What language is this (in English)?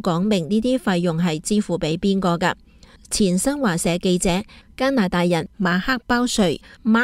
Cantonese